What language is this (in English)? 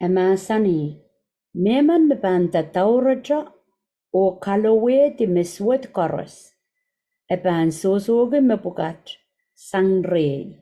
Pohnpeian